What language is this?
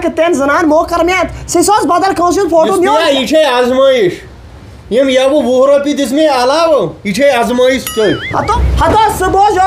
Kashmiri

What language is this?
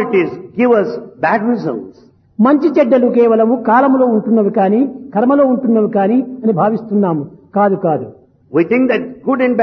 Telugu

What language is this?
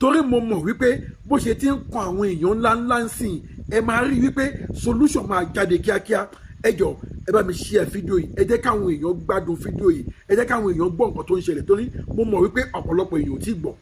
Yoruba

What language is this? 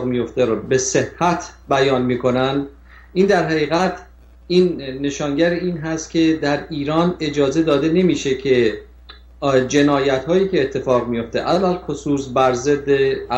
Persian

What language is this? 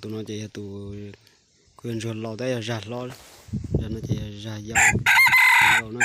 Hmong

